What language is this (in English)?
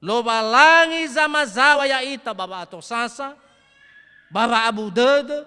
Nias